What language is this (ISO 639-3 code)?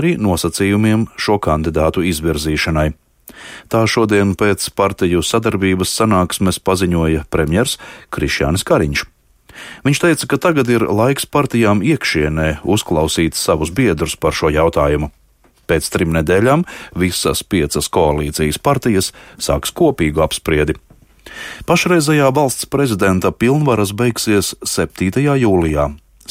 lav